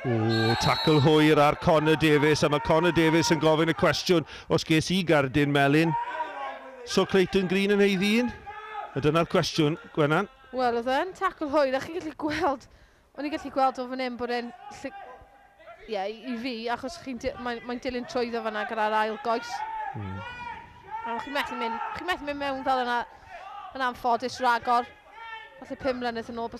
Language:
Welsh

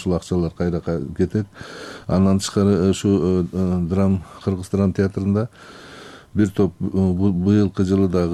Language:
Kyrgyz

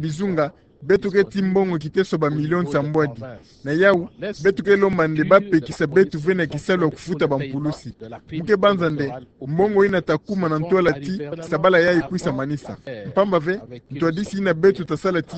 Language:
Kituba (Democratic Republic of Congo)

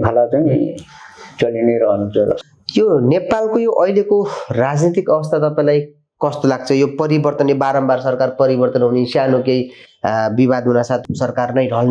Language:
Nepali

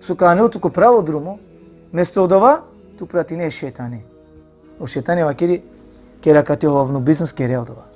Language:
Balkan Romani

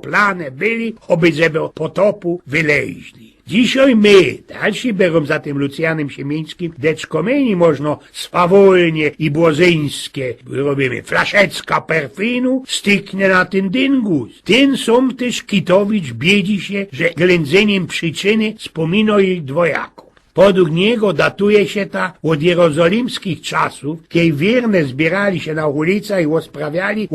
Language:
Silesian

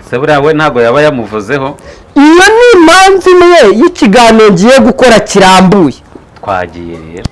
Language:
Kinyarwanda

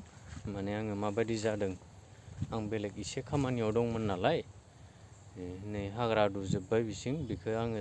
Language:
Bodo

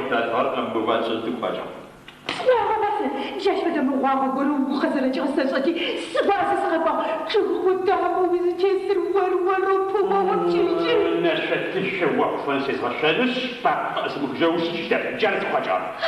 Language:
Adyghe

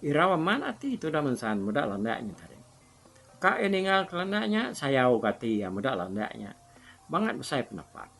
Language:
Iban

